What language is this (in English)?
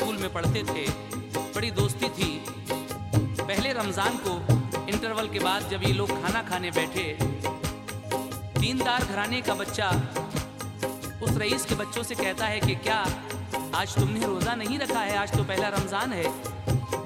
Hindi